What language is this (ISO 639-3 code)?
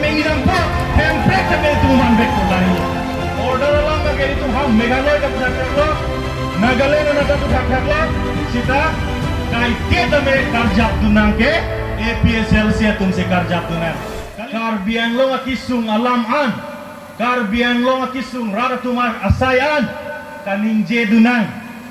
mjw